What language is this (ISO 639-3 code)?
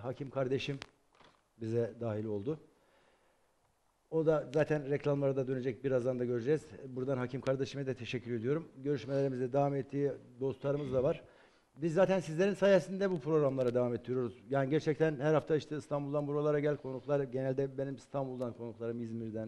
tur